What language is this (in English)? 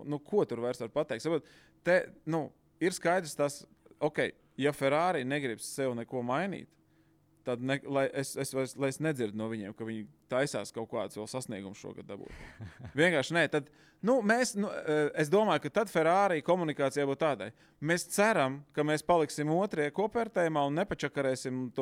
Latvian